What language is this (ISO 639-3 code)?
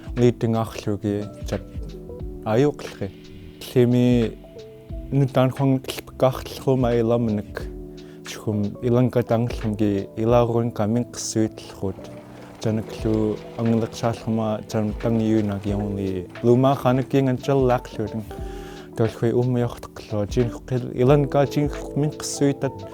esu